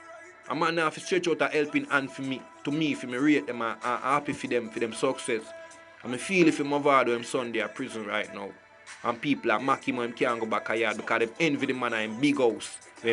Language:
Jamaican Creole English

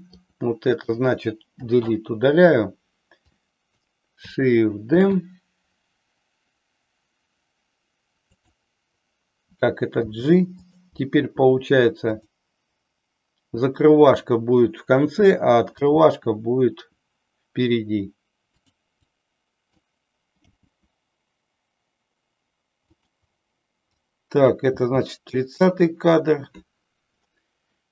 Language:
Russian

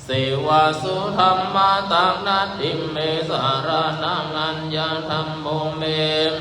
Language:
Pali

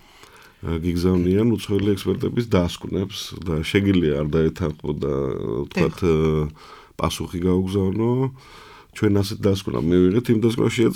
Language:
Georgian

